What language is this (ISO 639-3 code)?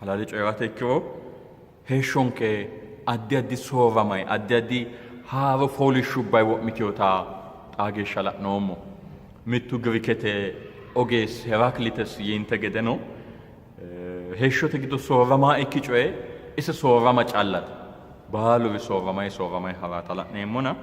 sid